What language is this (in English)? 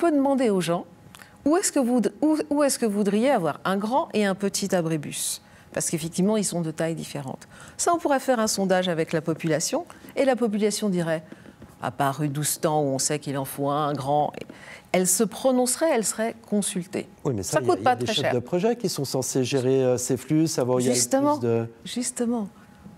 French